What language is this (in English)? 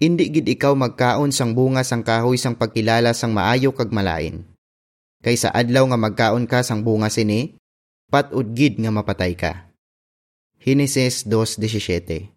Hiligaynon